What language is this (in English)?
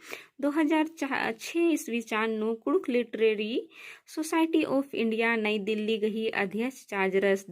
Kurukh